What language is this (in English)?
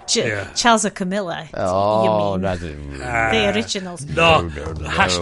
Welsh